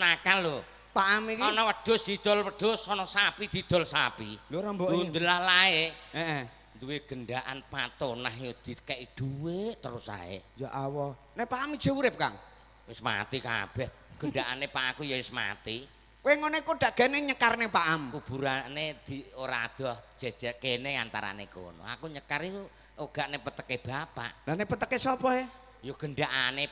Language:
Javanese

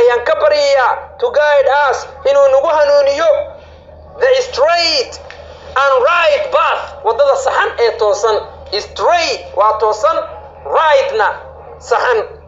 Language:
Somali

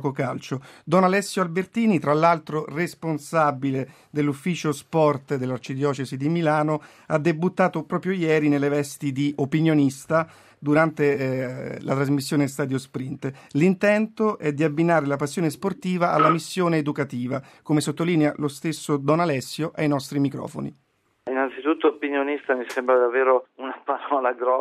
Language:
Italian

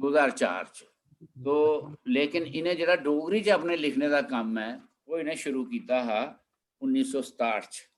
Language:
Dogri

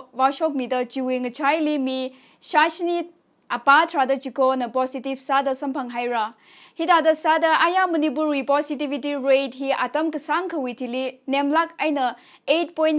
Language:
Tangkhul Naga (India)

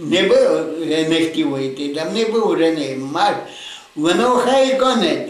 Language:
Rusyn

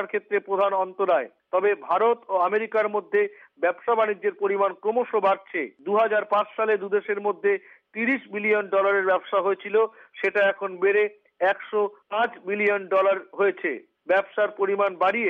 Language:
Bangla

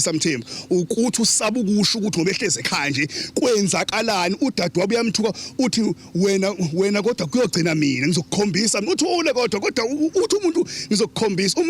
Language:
Zulu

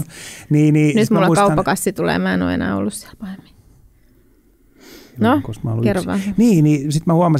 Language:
Finnish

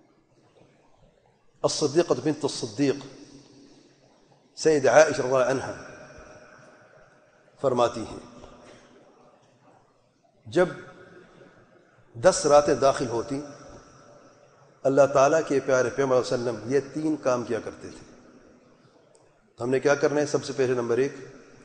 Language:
Urdu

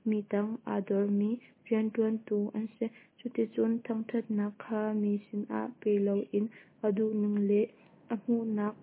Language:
Hakha Chin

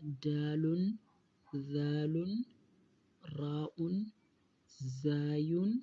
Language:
Hausa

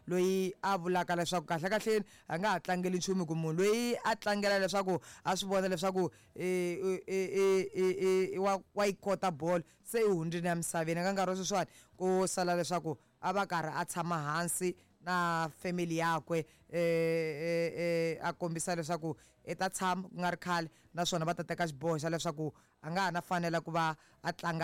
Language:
Tsonga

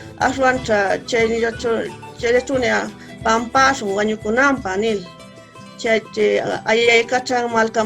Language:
Huaylla Wanca Quechua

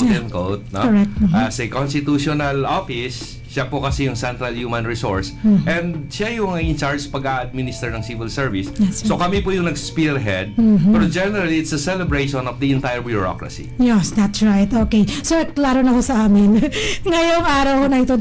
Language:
Filipino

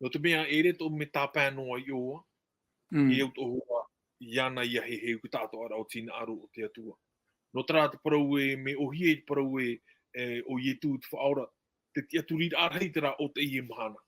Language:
Tahitian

